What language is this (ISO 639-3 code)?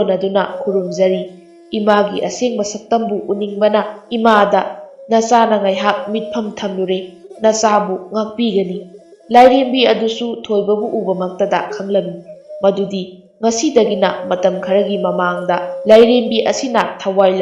mni